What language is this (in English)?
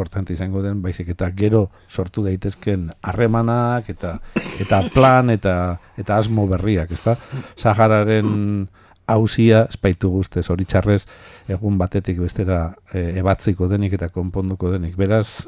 Basque